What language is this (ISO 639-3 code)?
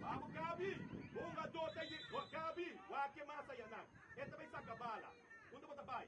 pap